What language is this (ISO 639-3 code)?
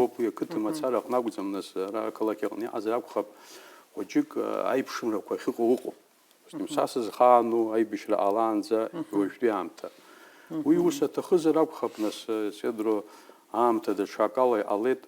abk